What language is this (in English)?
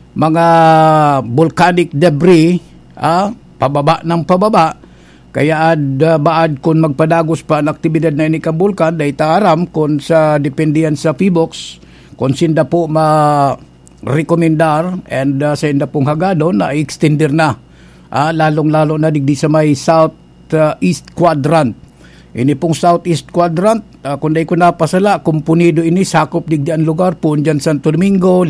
Bikol